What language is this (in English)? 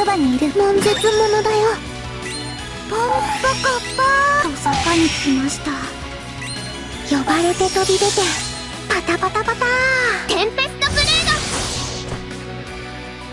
Japanese